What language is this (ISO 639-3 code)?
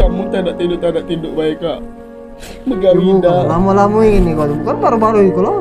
mui